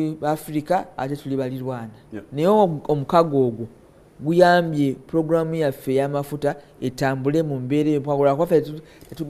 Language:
Ganda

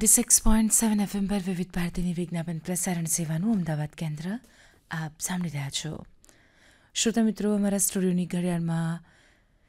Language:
Gujarati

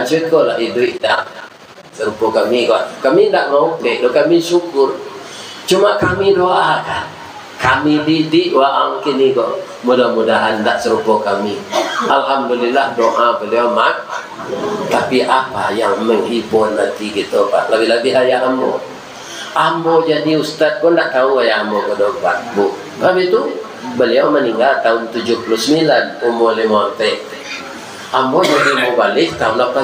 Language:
Minangkabau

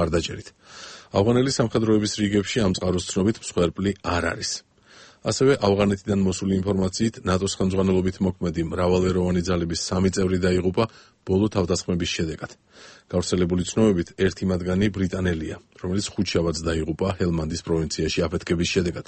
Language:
Georgian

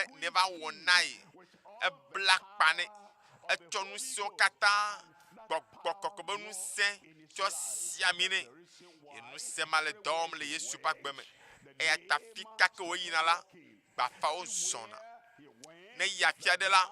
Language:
Ewe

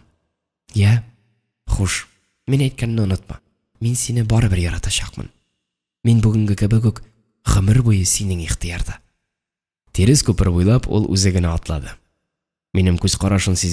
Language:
Tatar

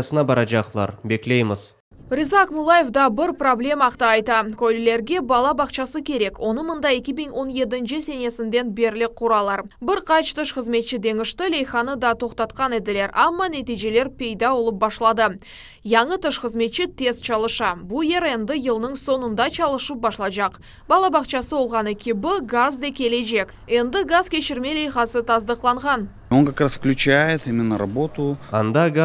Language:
Crimean Tatar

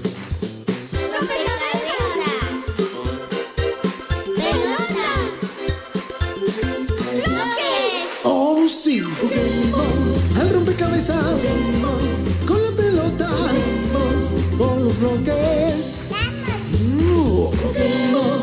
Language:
Spanish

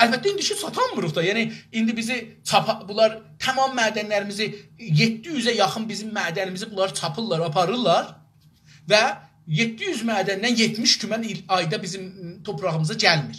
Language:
South Azerbaijani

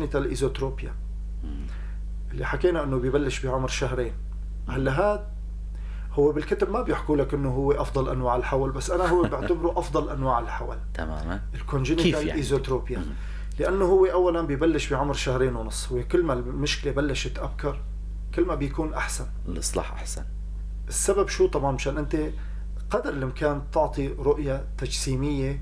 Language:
North Levantine Arabic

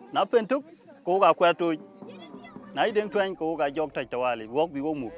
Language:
Dinka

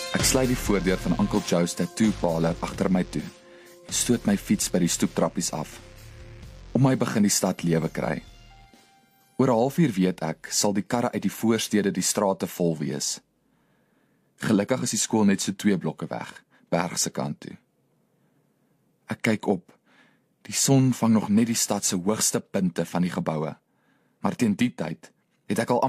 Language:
Afrikaans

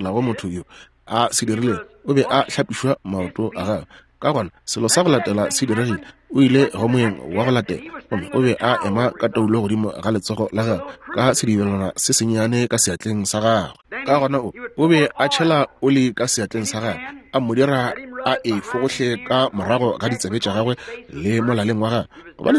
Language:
Northern Sotho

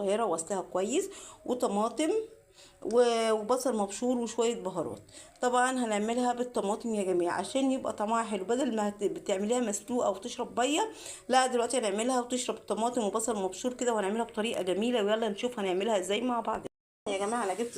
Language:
Egyptian Arabic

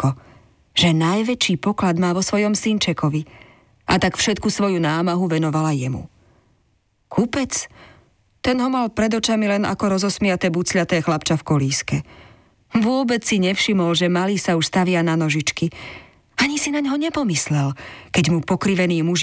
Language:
Slovak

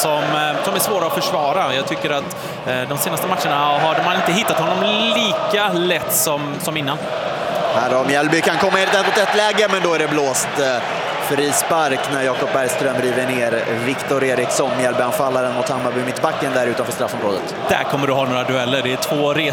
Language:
Swedish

